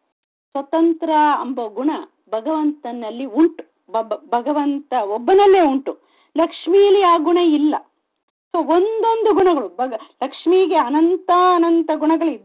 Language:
Kannada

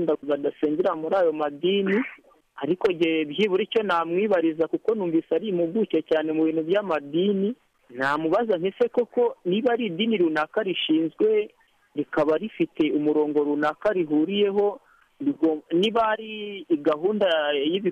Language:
Kinyarwanda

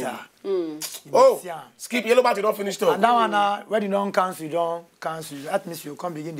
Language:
Nigerian Pidgin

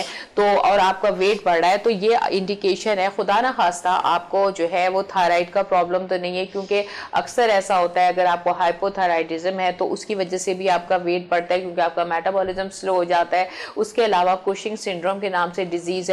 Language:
Urdu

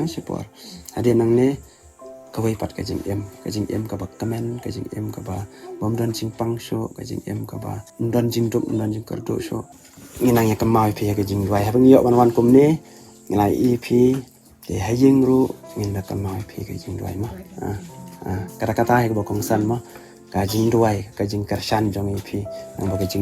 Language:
Khasi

